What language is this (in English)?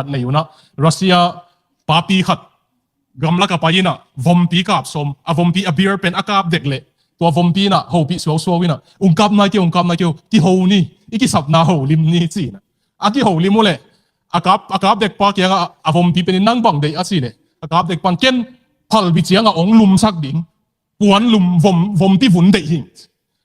Tedim Chin